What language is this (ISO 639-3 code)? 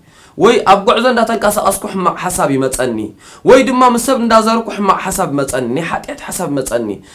tir